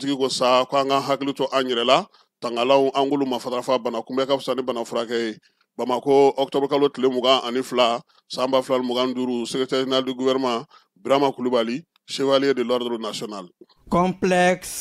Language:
Bambara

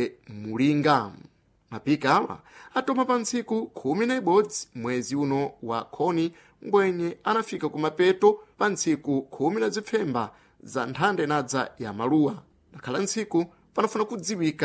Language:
Sena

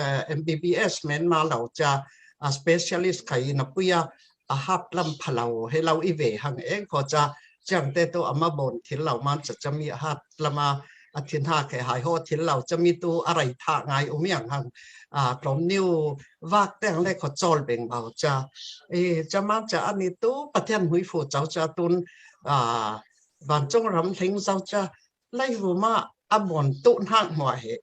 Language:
Falam Chin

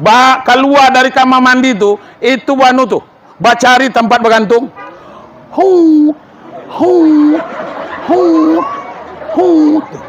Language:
Minangkabau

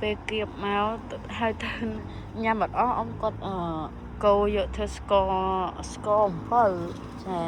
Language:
Khmer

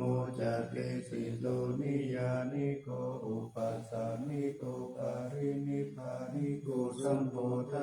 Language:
Pali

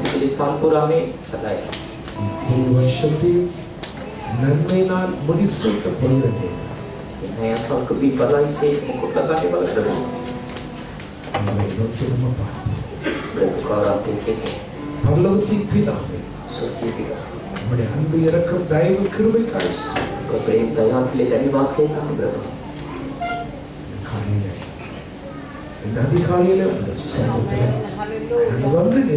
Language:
Tamil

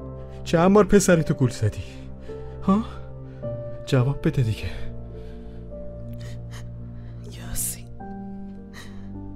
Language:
Persian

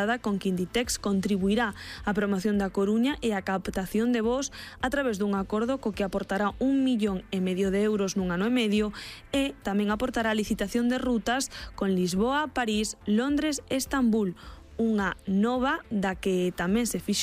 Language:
Galician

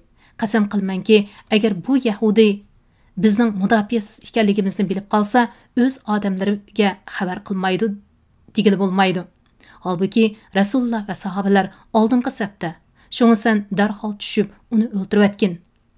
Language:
Uyghur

